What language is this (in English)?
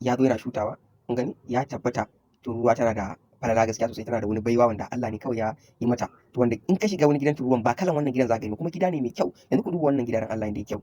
Hausa